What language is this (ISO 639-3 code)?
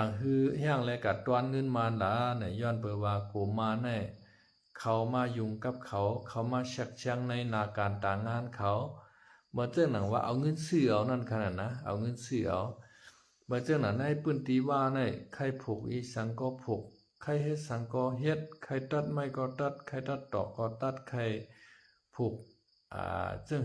shn